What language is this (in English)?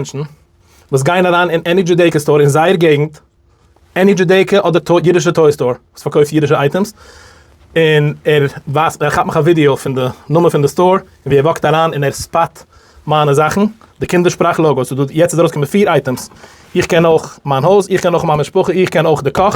Yiddish